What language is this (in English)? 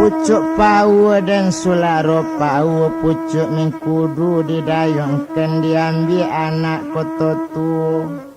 Minangkabau